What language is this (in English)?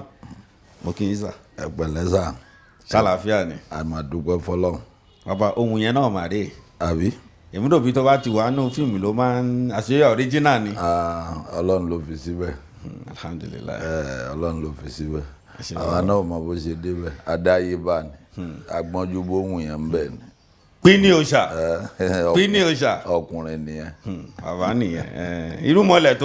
Yoruba